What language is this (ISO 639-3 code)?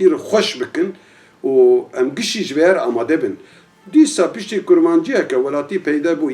kur